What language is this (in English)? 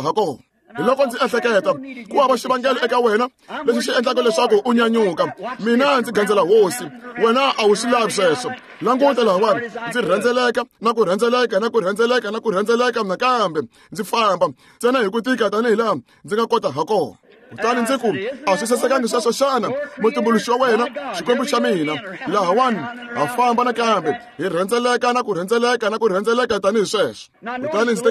Tsonga